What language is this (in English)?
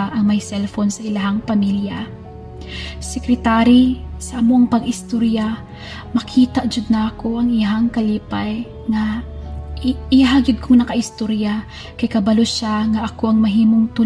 Cebuano